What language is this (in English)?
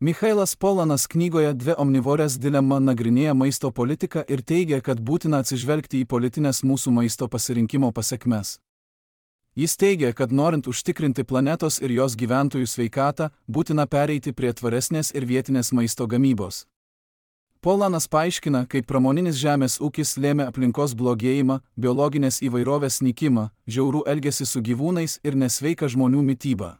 Lithuanian